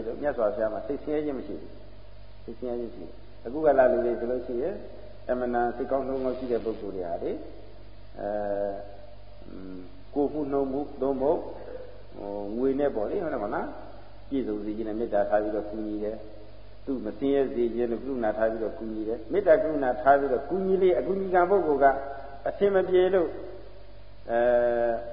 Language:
Burmese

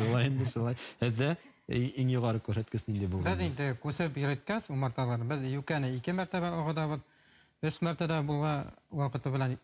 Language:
Bashkir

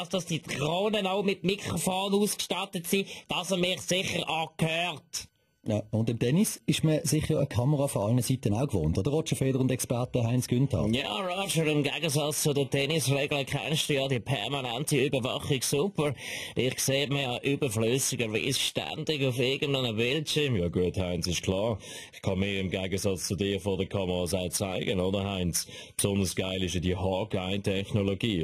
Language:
Swiss German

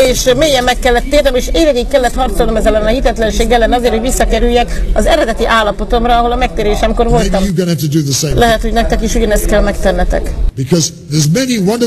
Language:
Hungarian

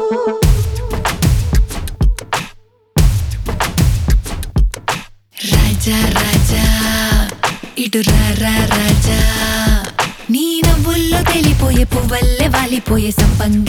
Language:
Telugu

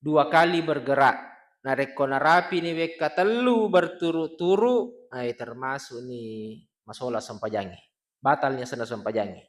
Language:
Buginese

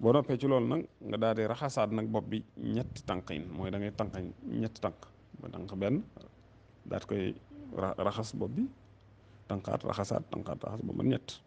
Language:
Wolof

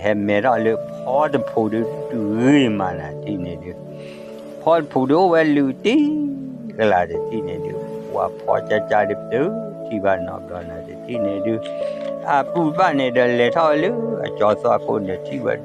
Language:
S'gaw Karen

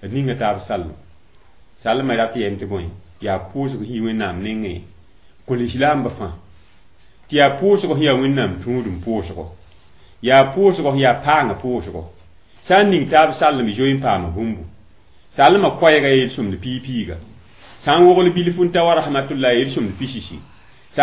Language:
Mossi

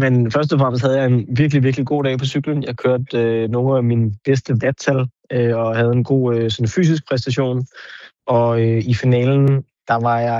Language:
Danish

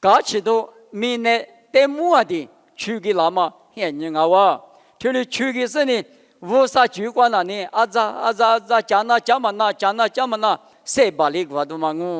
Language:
Lisu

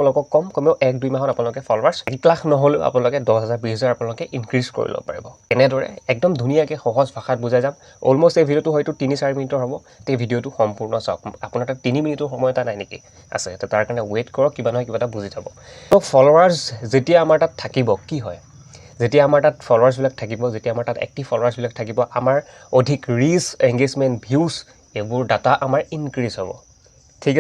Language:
Assamese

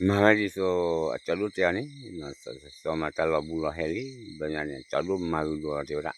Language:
S'gaw Karen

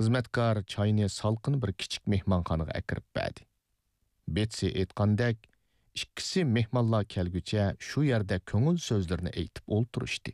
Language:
Uyghur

